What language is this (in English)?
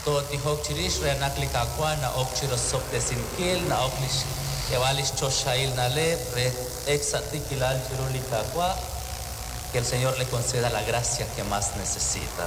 Kekchí